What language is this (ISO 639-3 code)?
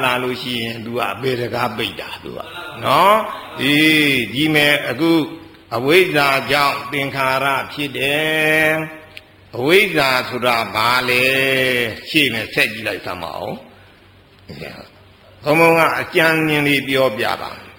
mya